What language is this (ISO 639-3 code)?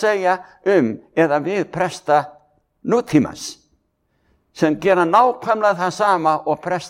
isl